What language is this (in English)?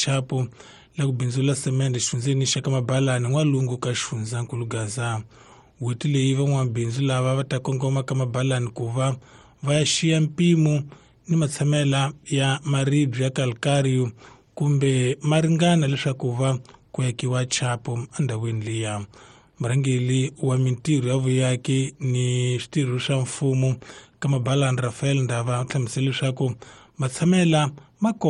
Tsonga